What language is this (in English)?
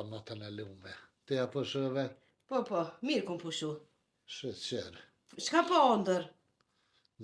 Albanian